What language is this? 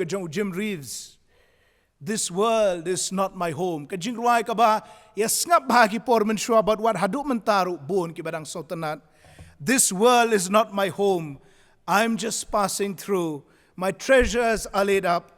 Khasi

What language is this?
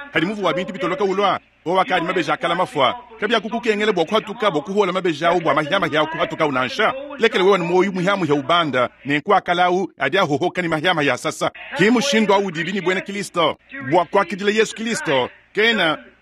Luba-Lulua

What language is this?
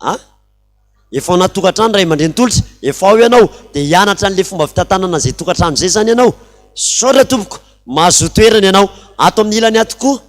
Malagasy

